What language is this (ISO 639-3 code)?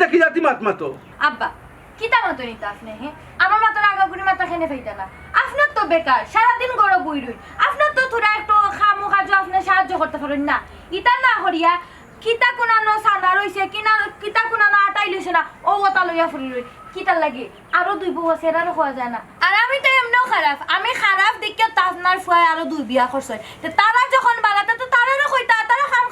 syl